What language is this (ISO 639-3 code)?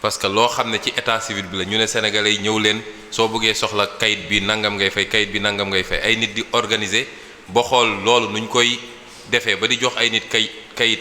wol